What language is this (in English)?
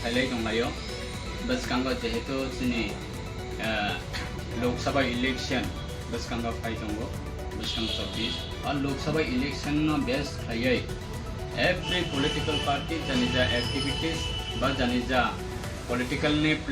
Riang (India)